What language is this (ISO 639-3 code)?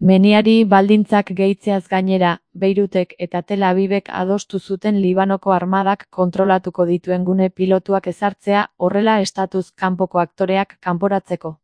eus